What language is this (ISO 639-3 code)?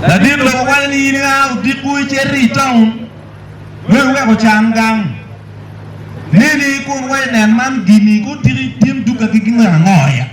ach